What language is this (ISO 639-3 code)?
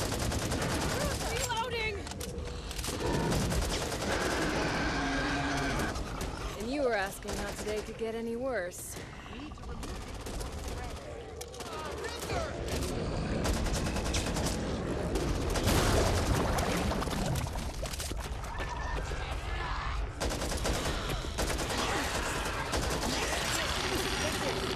eng